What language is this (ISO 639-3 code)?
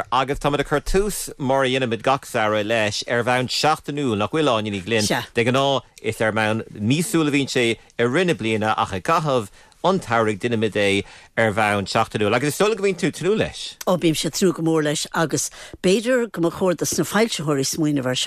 gle